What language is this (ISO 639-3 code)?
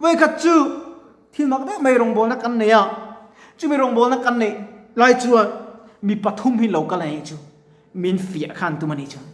lus